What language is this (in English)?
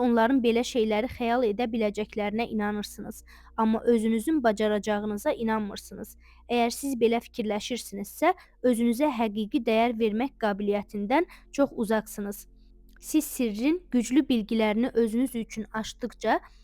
Azerbaijani